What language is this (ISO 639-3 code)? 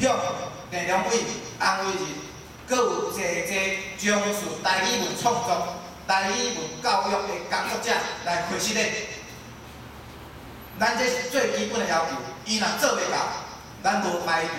nan